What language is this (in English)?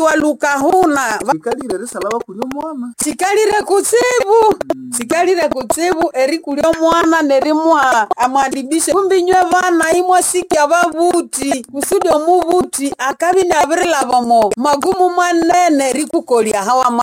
Nande